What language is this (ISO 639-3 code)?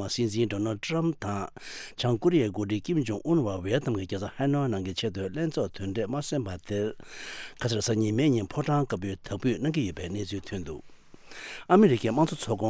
bod